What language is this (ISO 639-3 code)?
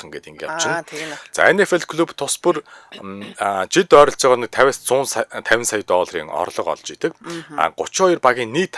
mon